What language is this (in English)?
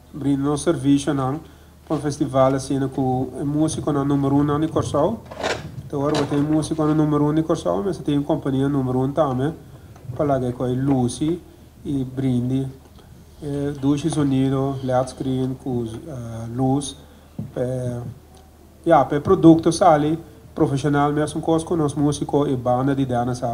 Papiamento